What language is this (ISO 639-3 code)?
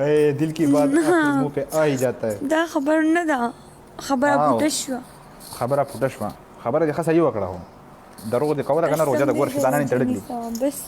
pus